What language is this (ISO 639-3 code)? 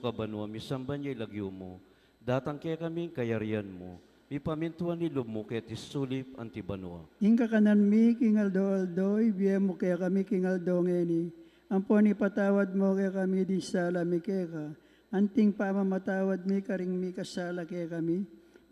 pam